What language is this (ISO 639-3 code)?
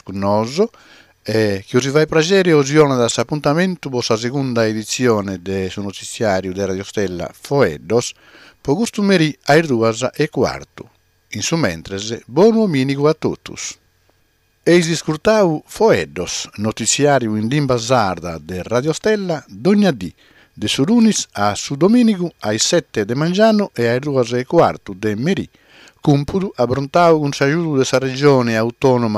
srd